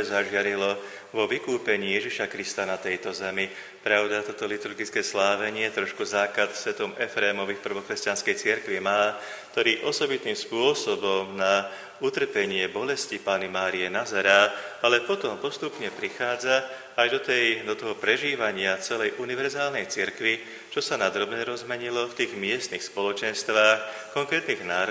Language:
Slovak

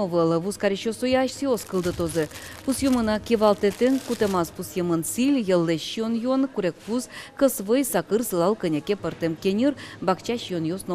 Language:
Udmurt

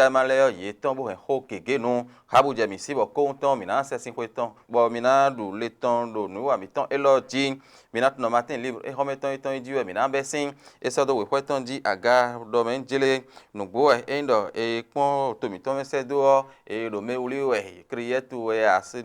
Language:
Fon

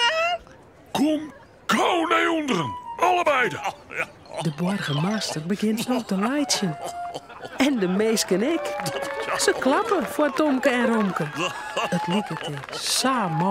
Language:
Western Frisian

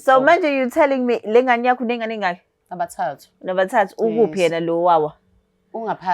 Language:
Zulu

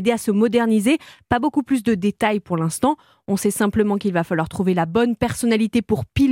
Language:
French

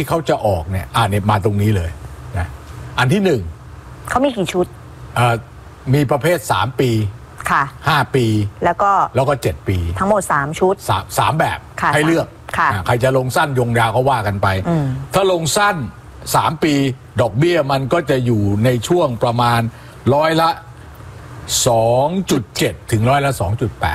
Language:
Thai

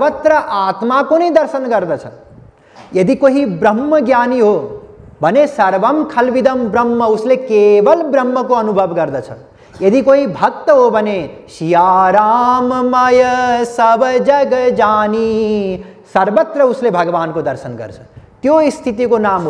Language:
Nepali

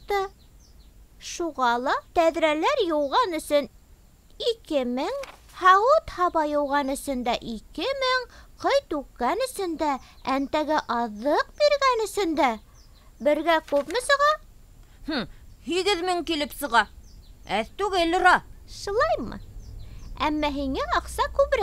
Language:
Bashkir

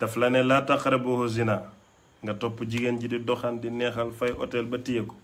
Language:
Wolof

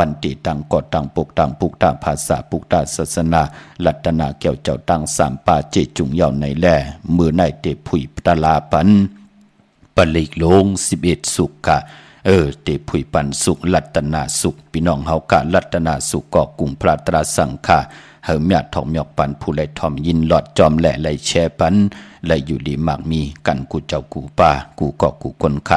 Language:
Shan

